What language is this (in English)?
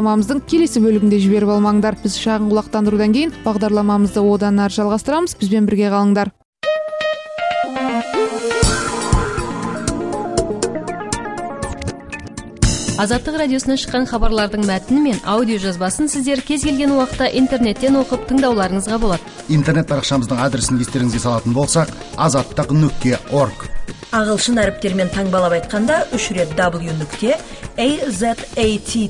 Kazakh